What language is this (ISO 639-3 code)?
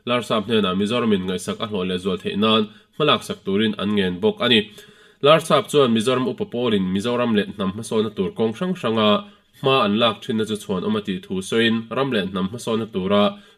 lus